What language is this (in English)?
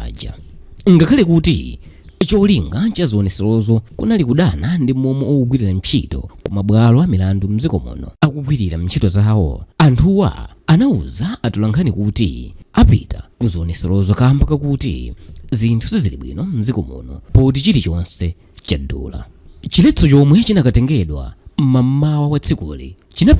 Nyanja